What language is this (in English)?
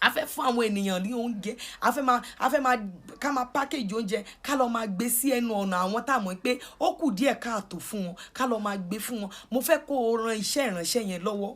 Yoruba